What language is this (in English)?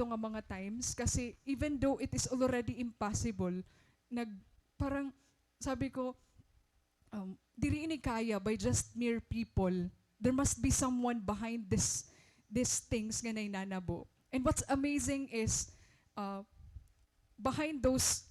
Waray